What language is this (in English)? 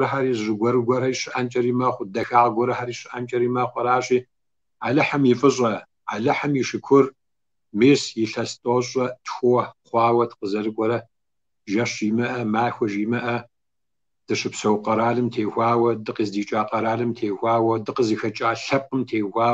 Kabardian